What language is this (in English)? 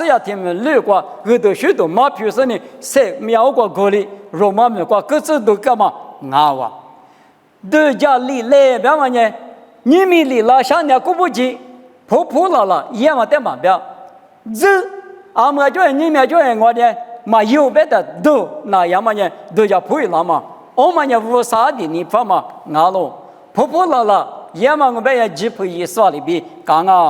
Lisu